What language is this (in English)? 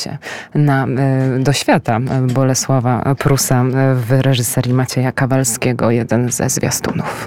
Polish